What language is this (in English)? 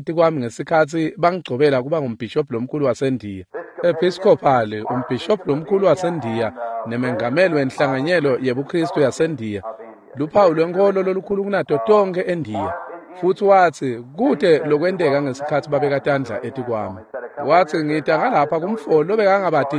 Swati